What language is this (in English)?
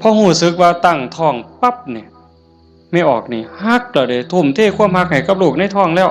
Northeastern Thai